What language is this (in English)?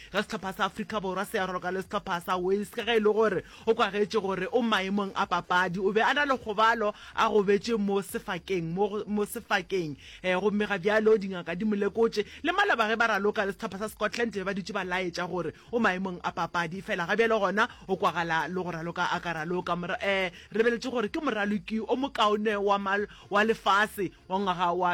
Northern Sotho